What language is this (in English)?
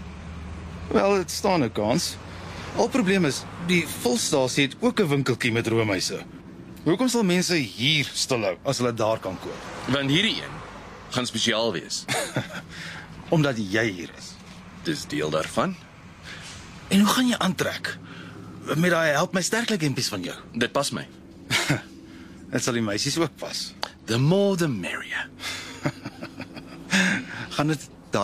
Afrikaans